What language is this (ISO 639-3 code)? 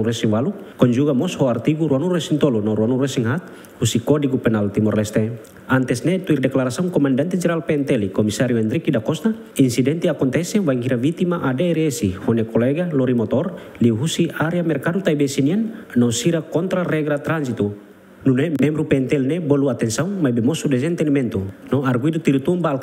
tet